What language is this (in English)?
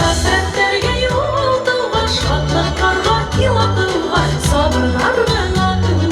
Bashkir